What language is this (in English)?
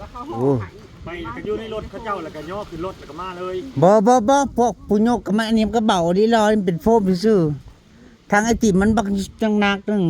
Northeastern Thai